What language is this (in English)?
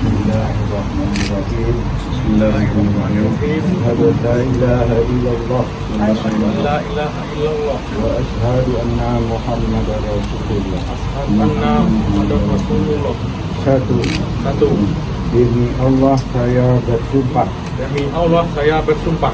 Minangkabau